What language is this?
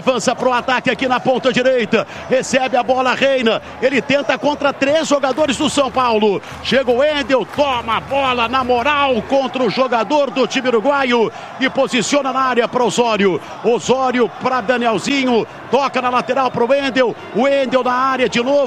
Portuguese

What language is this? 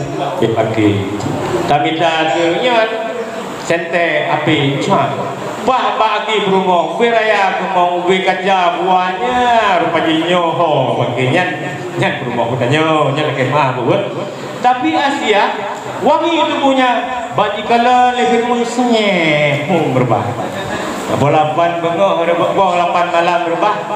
Achinese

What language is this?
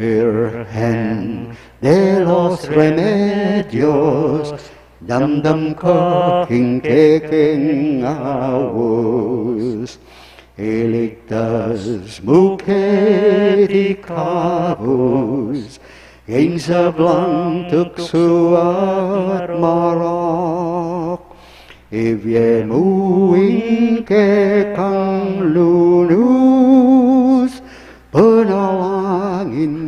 Pampanga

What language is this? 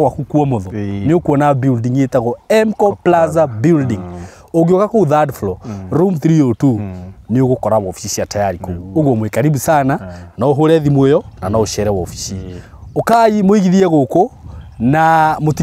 Kikuyu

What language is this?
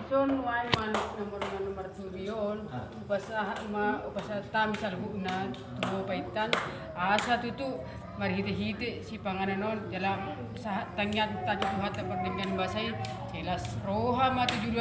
Batak Toba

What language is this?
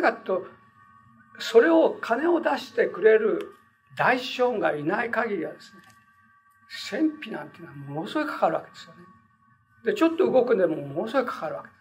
Japanese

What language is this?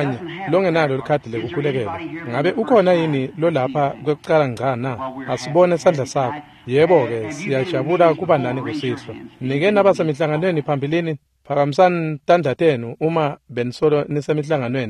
Swati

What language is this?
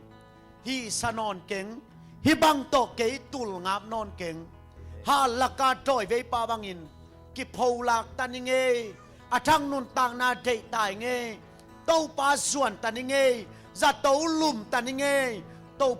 Tedim Chin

